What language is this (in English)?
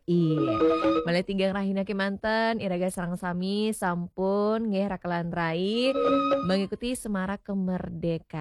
Balinese